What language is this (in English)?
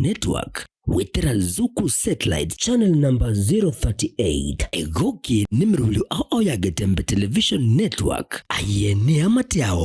Gusii